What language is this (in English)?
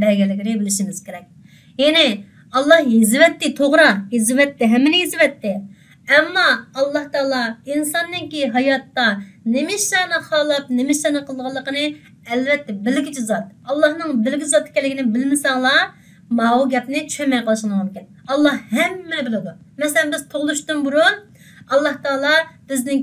Uyghur